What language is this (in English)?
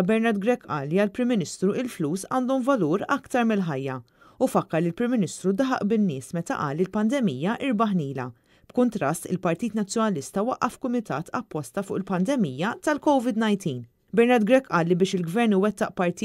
Maltese